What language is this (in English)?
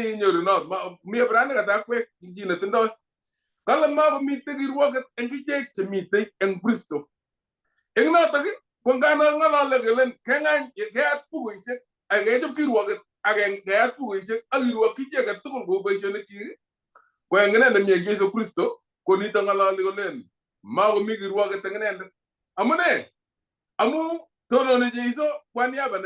Kalenjin